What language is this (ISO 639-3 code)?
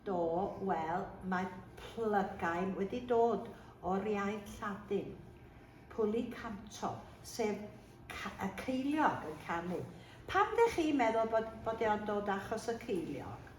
cym